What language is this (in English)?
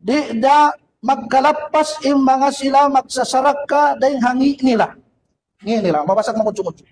Tausug